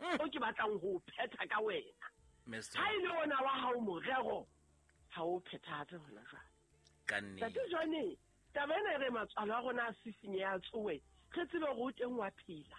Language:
Southern Sotho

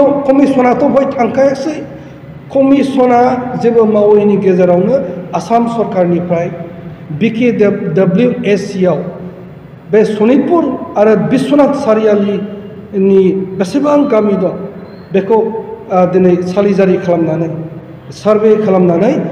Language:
Bodo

